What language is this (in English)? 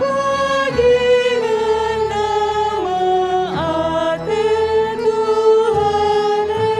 Batak Karo